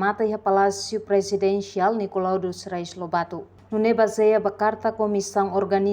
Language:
Tetum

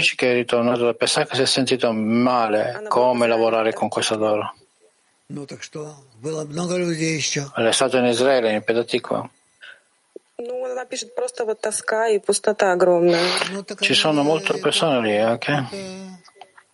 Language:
Italian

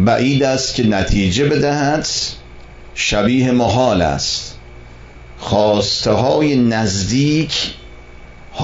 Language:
Persian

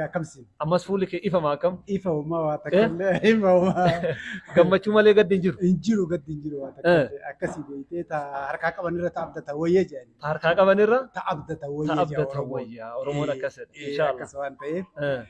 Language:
Oromo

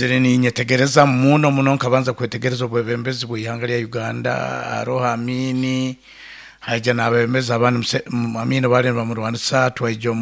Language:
Nyoro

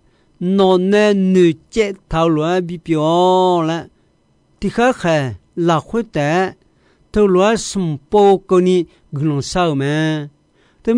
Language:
Akha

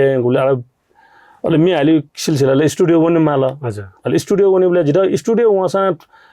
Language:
Newari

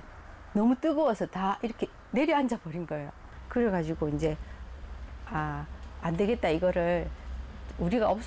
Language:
Korean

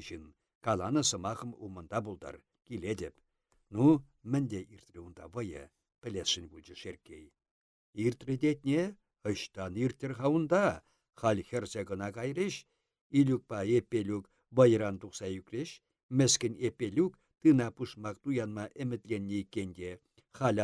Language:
Chuvash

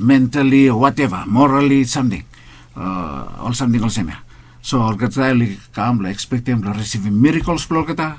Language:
Bislama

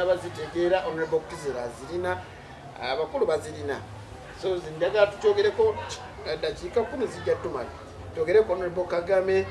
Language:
Ganda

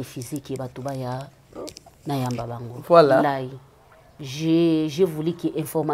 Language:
Lingala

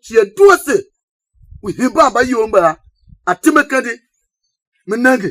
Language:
Tiv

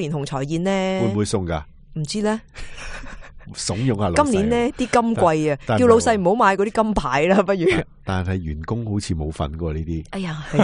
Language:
Cantonese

